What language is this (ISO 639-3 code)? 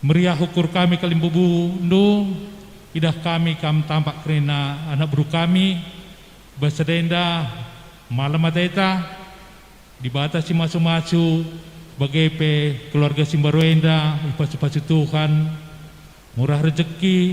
btx